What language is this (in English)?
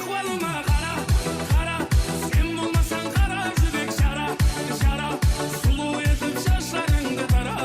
Kara-Kalpak